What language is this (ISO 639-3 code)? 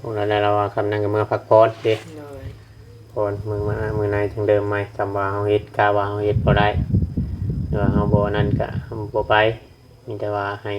tts